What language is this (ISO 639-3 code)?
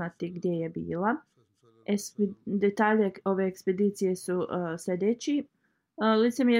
bos